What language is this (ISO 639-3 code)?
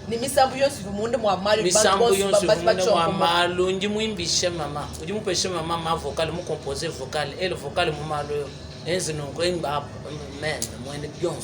lua